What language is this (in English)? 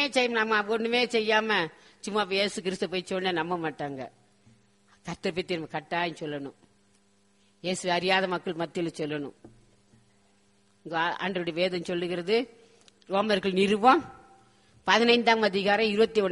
Tamil